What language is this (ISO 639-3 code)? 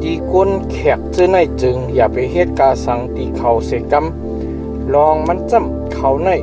shn